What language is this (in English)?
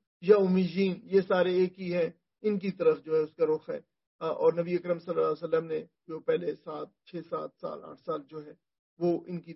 Urdu